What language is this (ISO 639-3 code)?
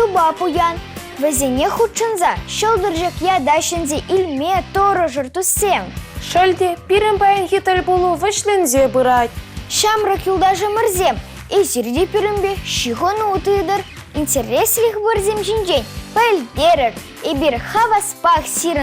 chv